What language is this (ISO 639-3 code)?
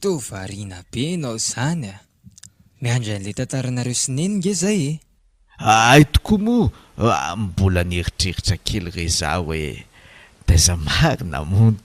mlg